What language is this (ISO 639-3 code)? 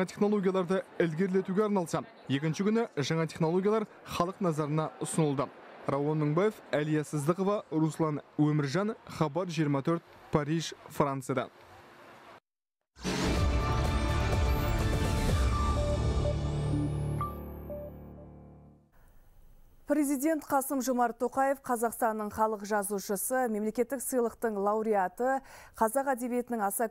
kaz